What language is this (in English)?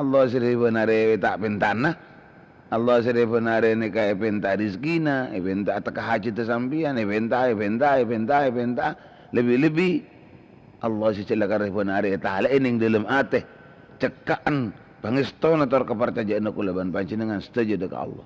Madurese